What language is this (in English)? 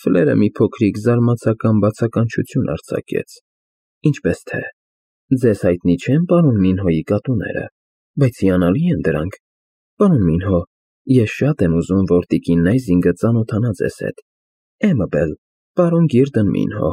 Armenian